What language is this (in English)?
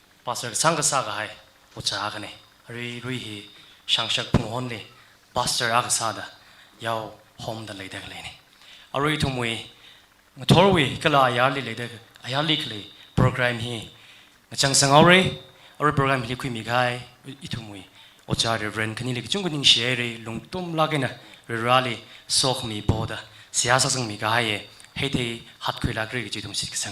Tangkhul Naga (India)